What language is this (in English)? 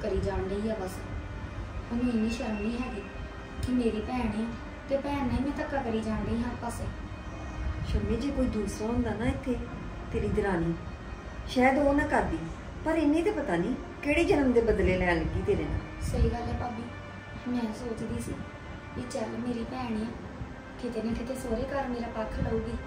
Punjabi